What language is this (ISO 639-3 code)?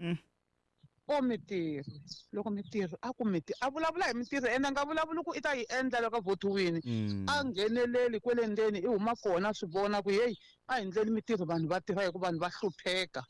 tso